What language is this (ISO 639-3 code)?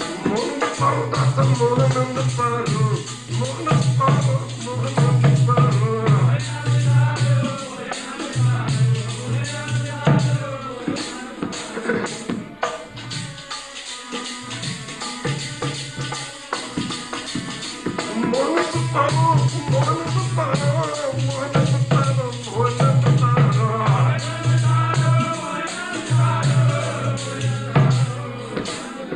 pan